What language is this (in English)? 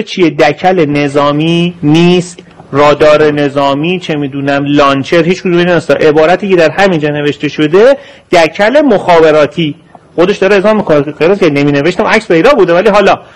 Persian